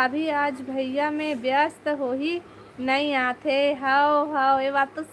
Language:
Chhattisgarhi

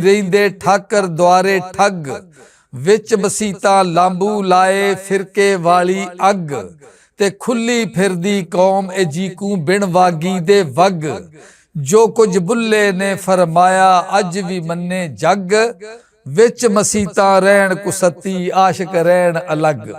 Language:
Western Panjabi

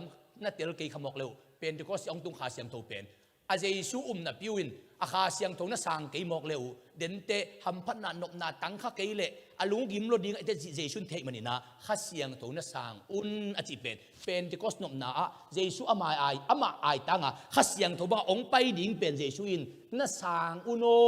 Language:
Tedim Chin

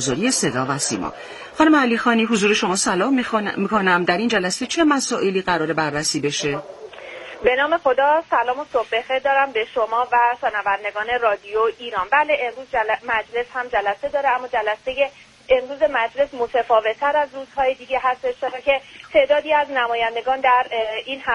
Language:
Persian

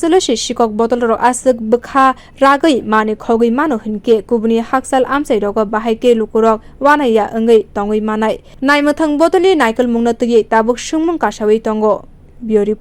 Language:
Kok Borok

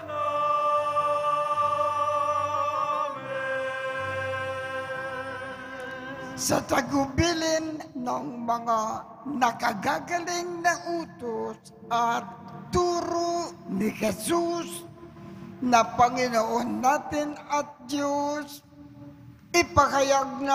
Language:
Filipino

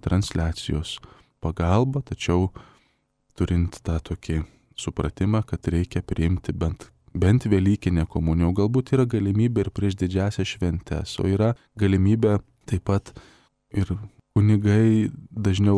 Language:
Lithuanian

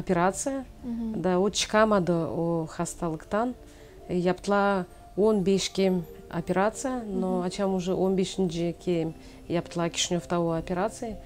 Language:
Gagauz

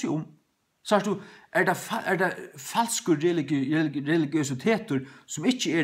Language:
Faroese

